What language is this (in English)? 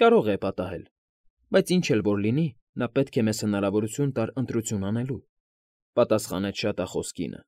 Armenian